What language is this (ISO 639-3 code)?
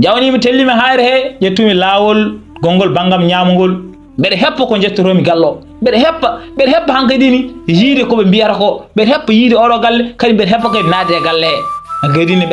ful